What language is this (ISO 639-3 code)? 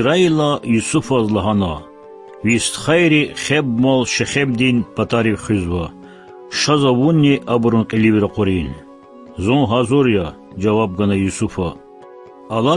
lez